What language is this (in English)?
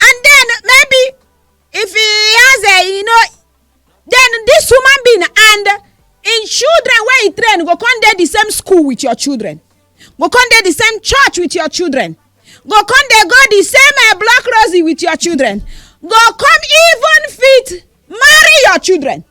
Nigerian Pidgin